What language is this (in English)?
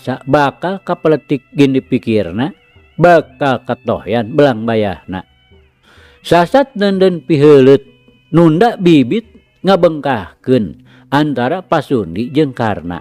Sundanese